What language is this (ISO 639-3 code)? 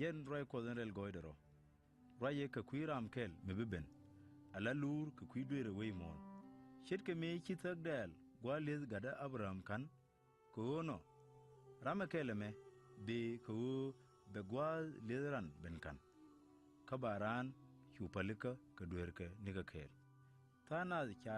nus